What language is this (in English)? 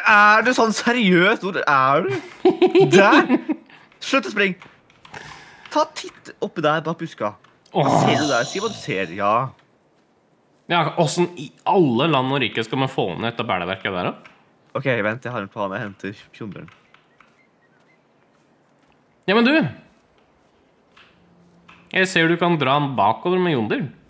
Norwegian